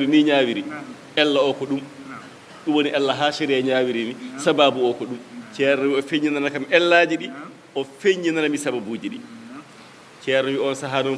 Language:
Fula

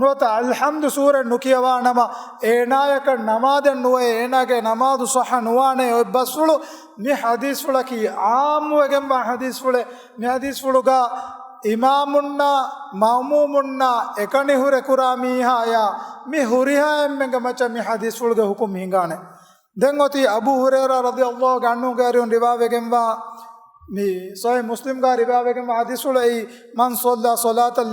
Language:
Divehi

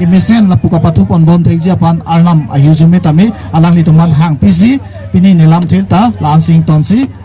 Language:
Karbi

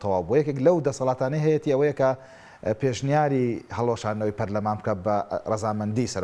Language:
Central Kurdish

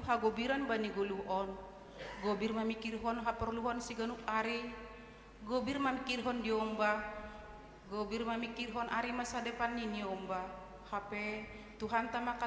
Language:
Batak Simalungun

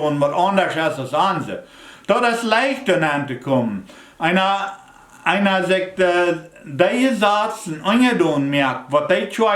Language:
Plautdietsch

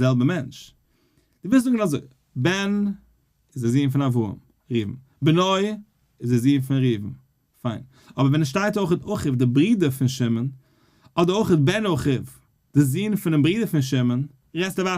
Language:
Yiddish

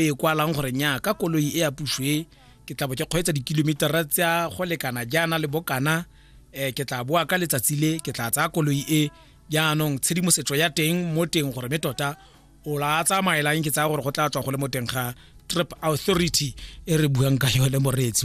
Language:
Tswana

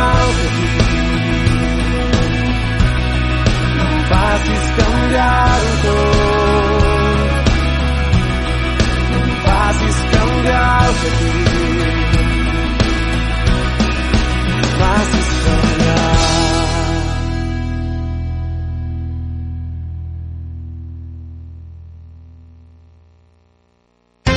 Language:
Catalan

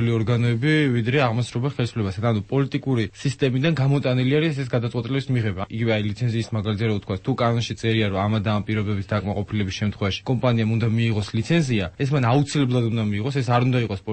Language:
Georgian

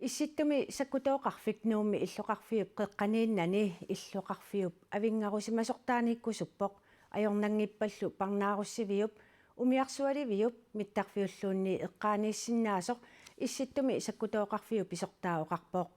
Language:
Kalaallisut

